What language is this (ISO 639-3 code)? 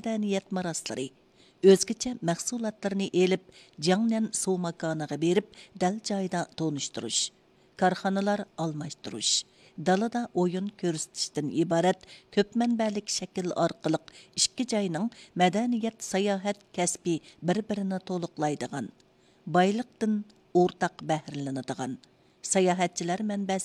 uig